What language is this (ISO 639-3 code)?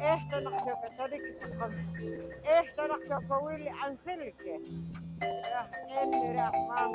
poh